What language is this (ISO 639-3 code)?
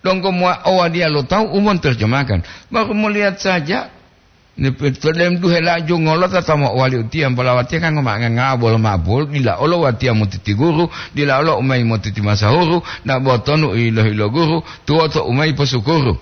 gor